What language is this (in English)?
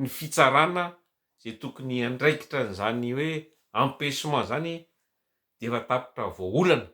Malagasy